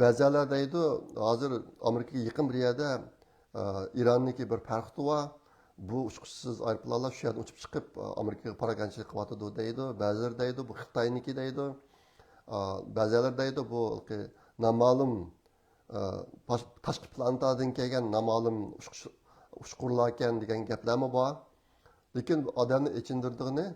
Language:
Uyghur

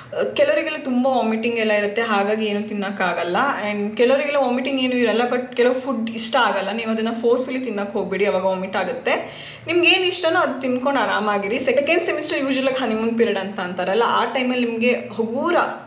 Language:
Kannada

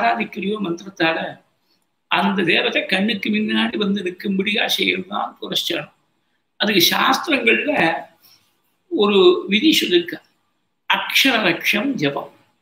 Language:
Tamil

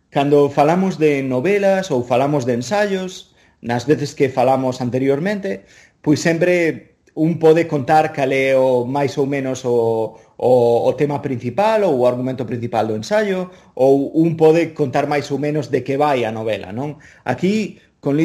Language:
Galician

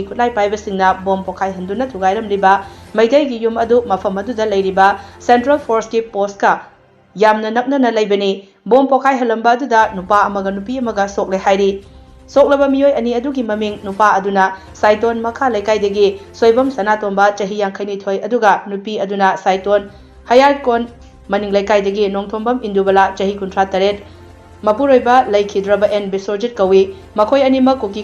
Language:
Manipuri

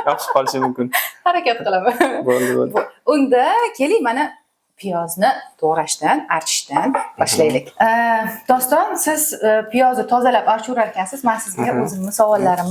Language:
Uzbek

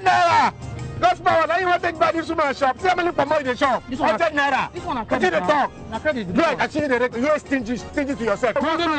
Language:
Nigerian Pidgin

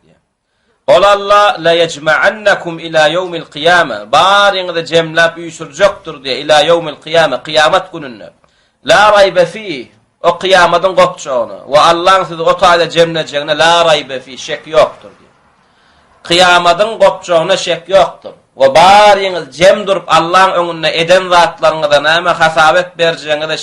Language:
Turkmen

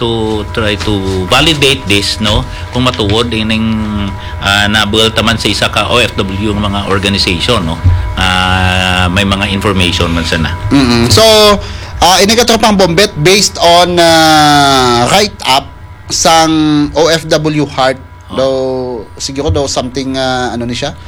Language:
Hiligaynon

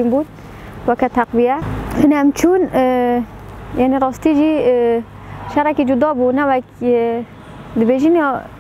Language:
Kurdish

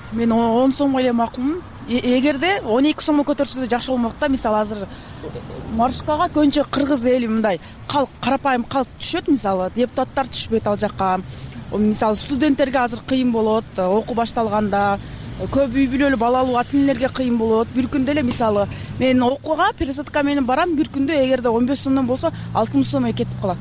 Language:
Kyrgyz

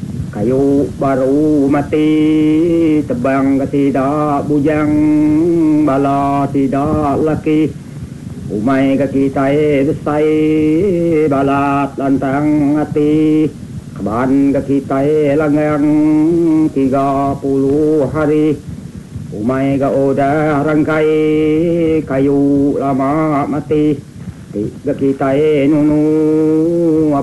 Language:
Iban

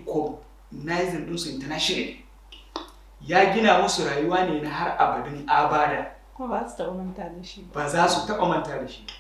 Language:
Hausa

